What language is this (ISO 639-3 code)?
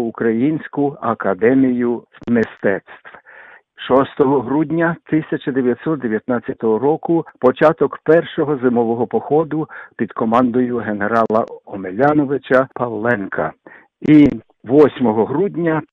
ukr